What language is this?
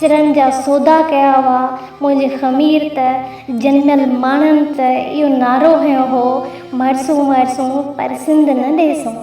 Sindhi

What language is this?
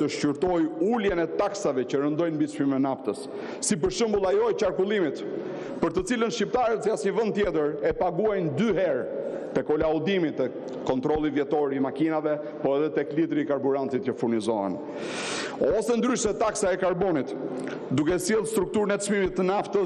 Albanian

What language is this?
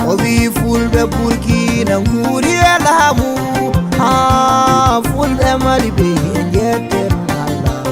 Nigerian Fulfulde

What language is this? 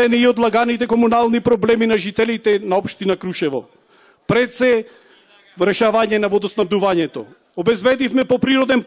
Macedonian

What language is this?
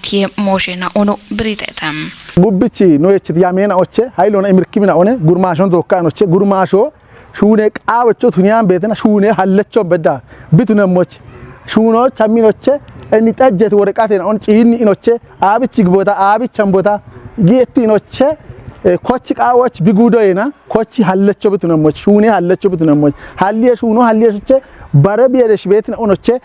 Kafa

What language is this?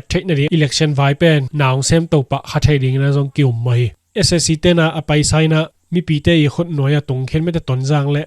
Tedim Chin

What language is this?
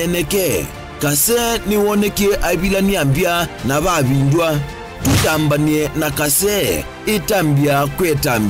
Kamba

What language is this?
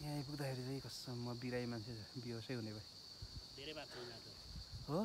Nepali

